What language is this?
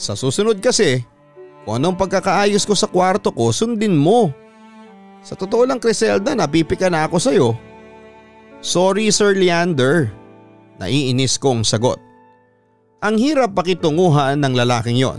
Filipino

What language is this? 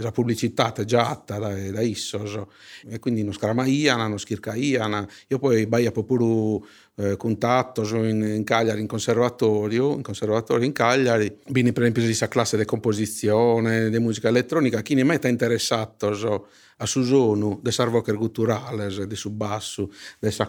Sardinian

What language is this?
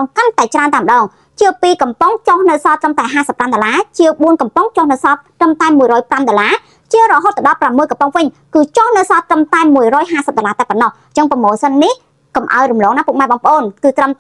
Khmer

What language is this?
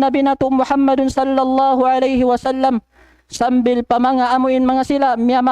Tausug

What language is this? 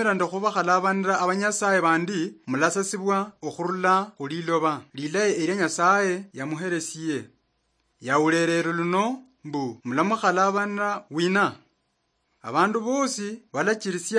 Luyia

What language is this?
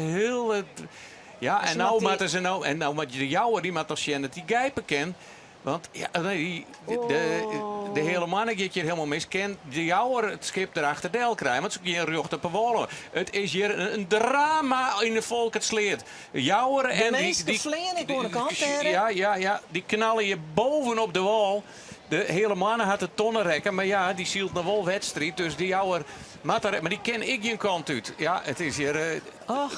Western Frisian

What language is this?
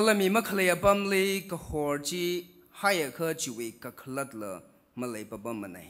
Tangkhul Naga (India)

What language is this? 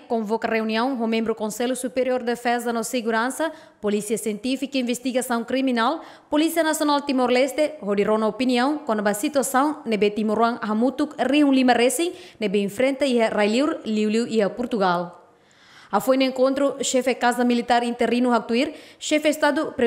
Tetum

